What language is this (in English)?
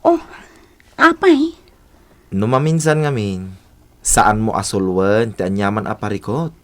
Iloko